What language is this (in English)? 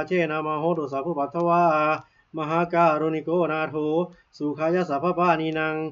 Pali